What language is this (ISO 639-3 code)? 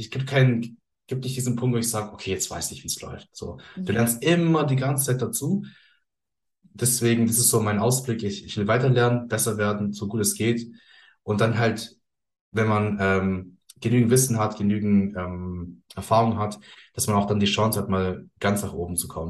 deu